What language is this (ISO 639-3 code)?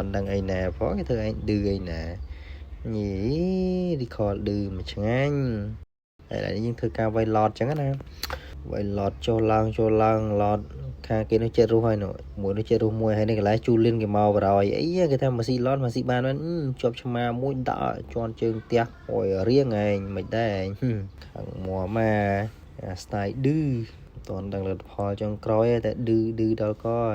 khm